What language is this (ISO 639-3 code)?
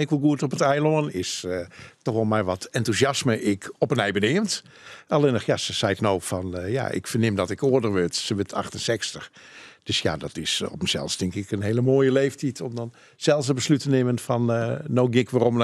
fry